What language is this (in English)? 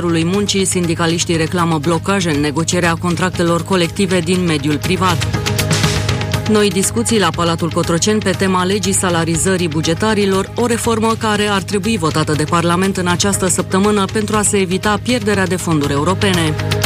Romanian